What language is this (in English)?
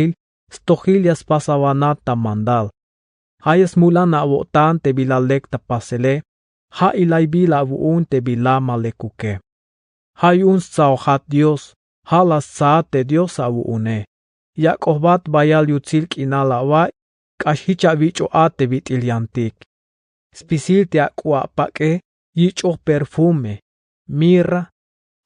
Tzeltal